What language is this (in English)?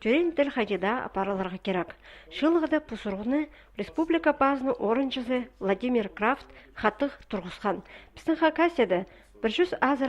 Khakas